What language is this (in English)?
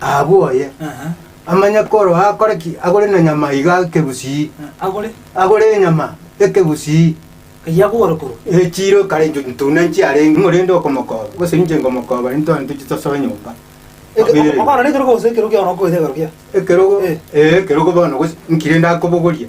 Gusii